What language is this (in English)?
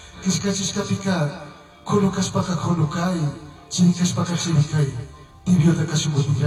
Chimborazo Highland Quichua